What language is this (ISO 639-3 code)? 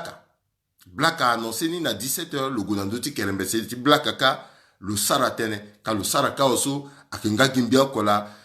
sag